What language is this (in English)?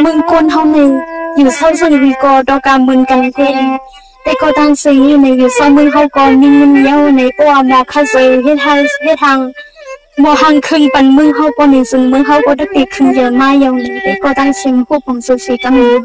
Shan